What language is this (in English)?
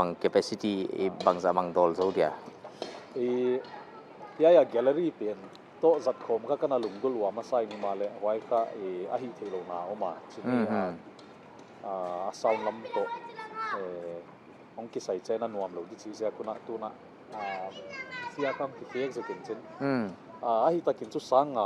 Paite Chin